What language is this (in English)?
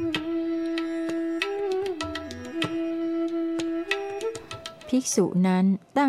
Thai